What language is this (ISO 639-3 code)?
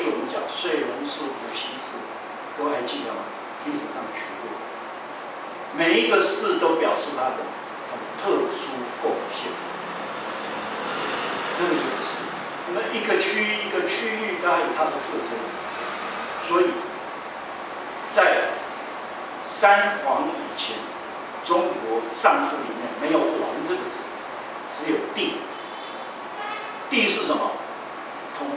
zho